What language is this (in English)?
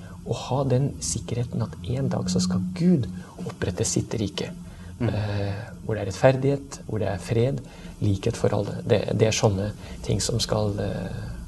Norwegian